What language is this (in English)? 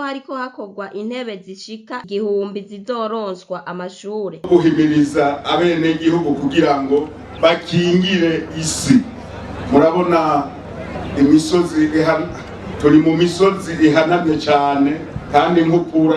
Rundi